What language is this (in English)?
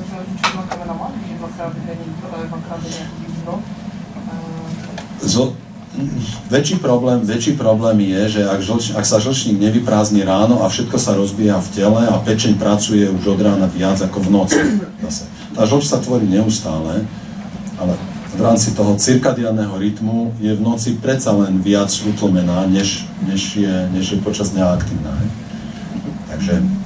Slovak